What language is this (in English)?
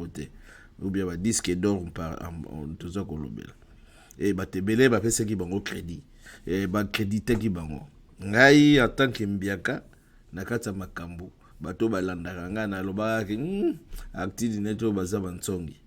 Lingala